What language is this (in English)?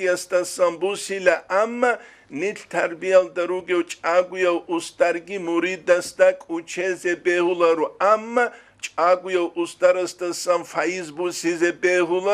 Avaric